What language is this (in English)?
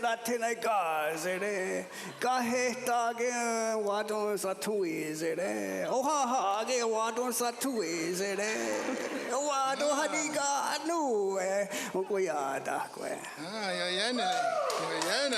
Mohawk